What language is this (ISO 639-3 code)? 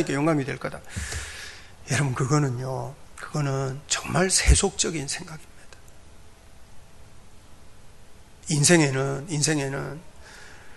kor